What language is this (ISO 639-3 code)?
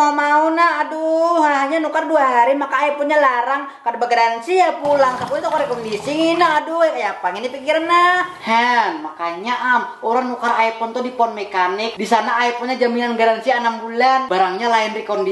bjn